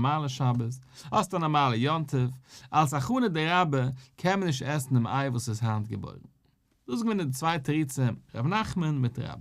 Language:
Yiddish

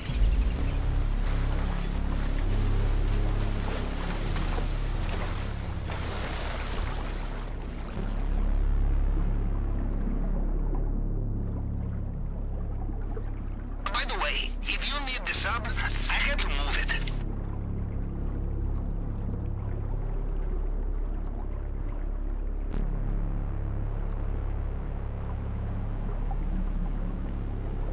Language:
English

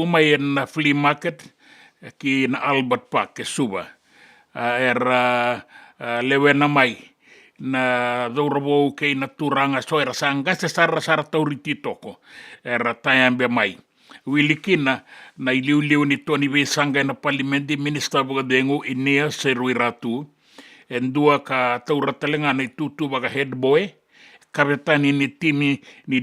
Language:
Fijian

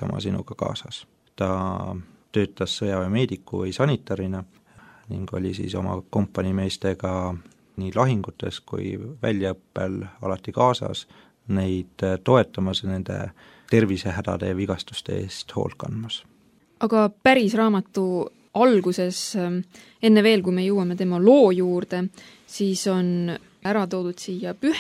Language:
Estonian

